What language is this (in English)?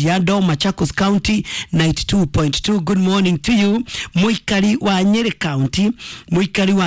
Kikuyu